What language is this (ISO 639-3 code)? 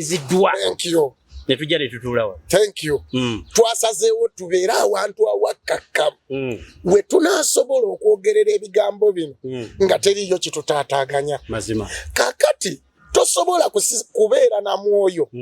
lug